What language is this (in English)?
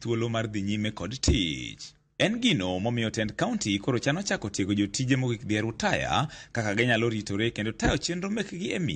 Luo (Kenya and Tanzania)